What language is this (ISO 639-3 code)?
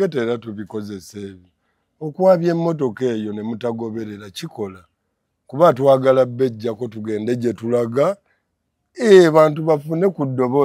lug